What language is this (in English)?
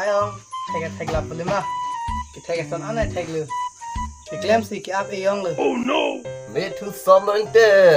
Karbi